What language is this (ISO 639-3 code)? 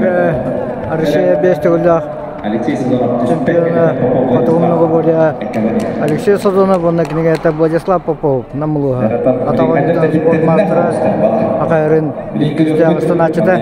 sah